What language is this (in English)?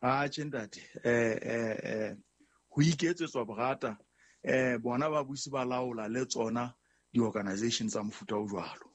Southern Sotho